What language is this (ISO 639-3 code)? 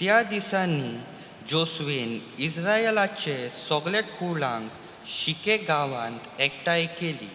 kok